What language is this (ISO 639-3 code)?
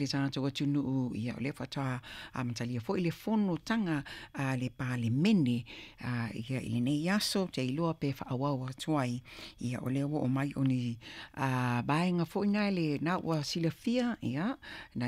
smo